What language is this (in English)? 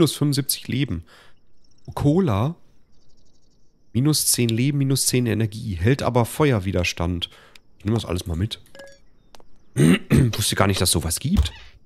German